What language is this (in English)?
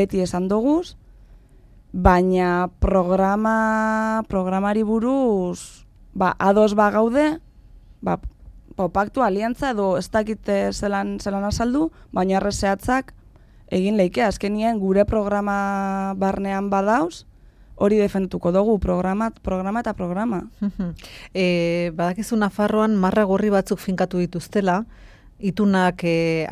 Basque